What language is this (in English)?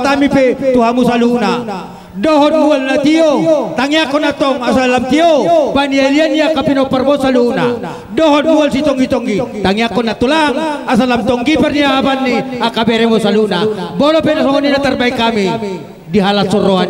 Batak Toba